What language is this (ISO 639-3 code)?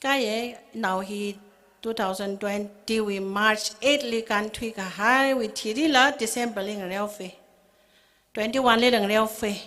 nmf